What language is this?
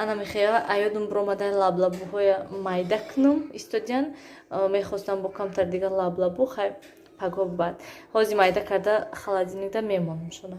Tajik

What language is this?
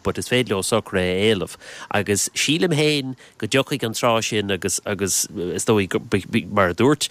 Irish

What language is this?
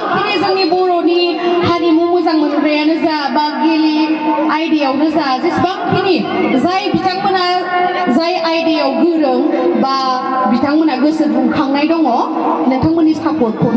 Bodo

